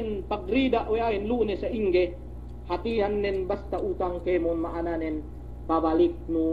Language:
Yakan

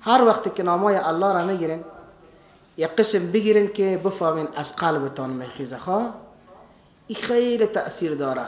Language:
Persian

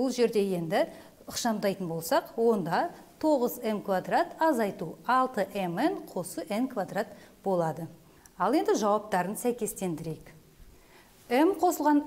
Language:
Kazakh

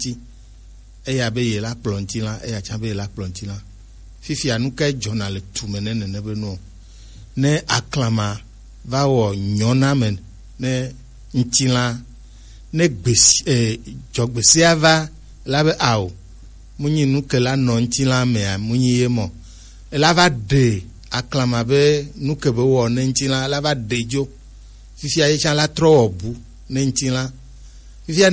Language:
Gen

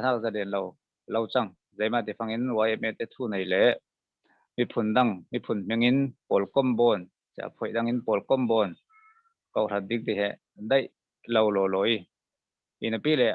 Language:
Falam Chin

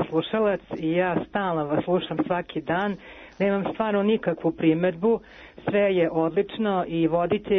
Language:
Serbian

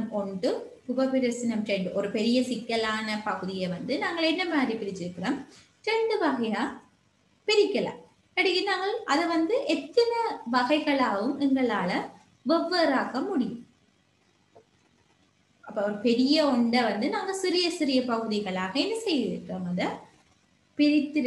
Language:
Tamil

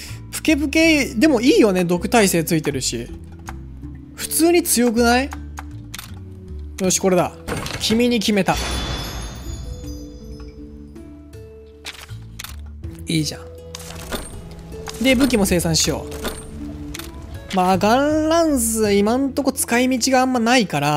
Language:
Japanese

